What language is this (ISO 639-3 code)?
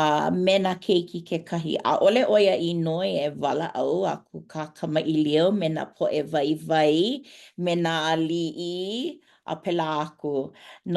haw